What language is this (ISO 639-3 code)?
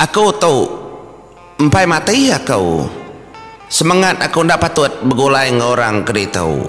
iba